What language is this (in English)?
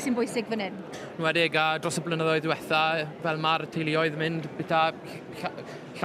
Welsh